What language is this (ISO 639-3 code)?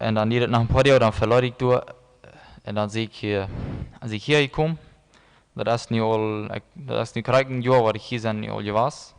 pdt